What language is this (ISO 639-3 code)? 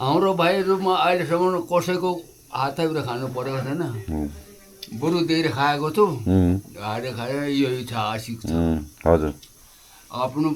nep